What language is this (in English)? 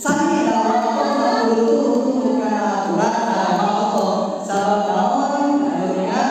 Sundanese